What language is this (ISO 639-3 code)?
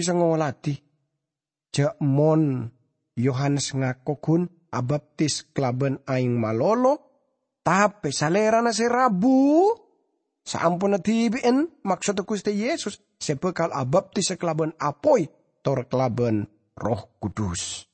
mad